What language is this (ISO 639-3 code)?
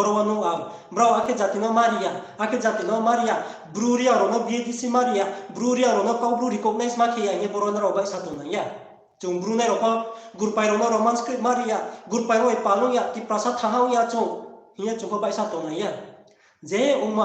ria